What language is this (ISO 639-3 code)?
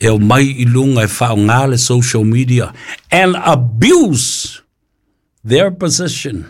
smo